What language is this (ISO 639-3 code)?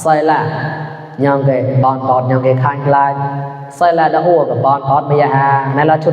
mnw